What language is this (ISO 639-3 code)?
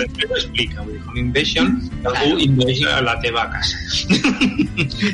cat